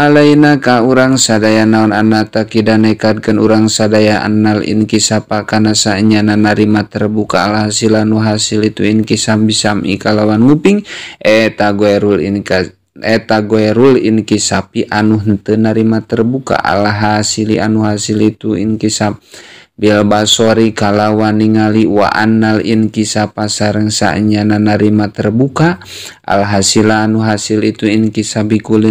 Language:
Sundanese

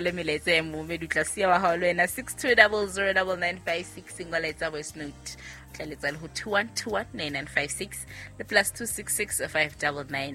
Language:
Southern Sotho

